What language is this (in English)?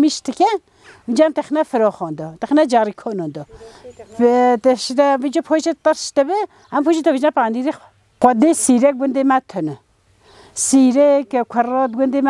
Kurdish